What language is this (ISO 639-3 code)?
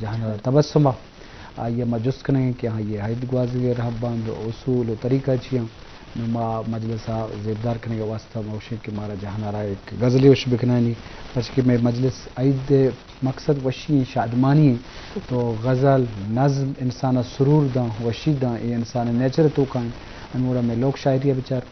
bgp